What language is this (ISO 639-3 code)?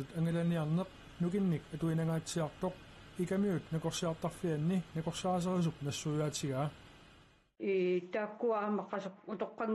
kal